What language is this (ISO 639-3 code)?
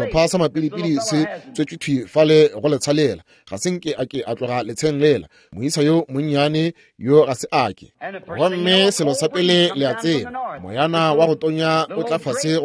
nso